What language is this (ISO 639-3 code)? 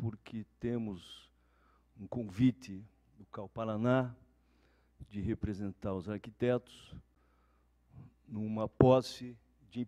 por